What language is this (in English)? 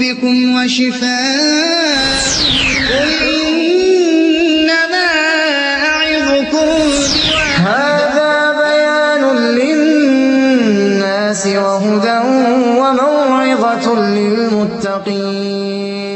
Chechen